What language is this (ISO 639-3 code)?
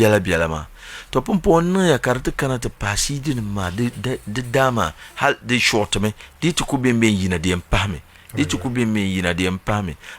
dag